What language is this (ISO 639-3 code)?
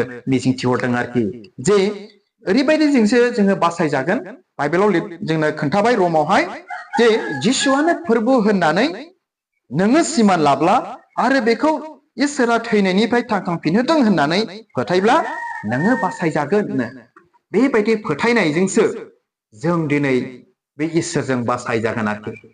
brx